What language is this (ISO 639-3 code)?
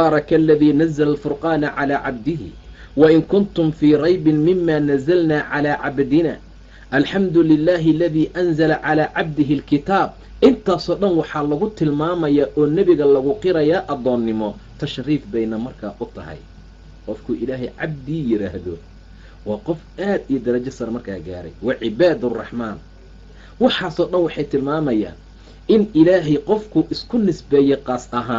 som